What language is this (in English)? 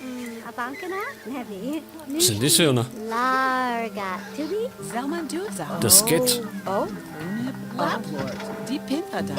Bavarian